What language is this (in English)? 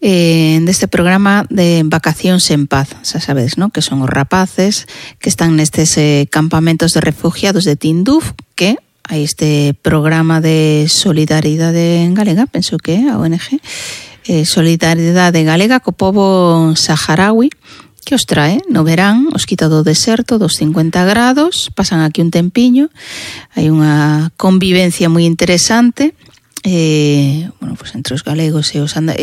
Galician